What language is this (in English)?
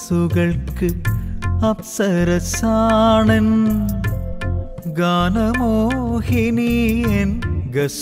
Malayalam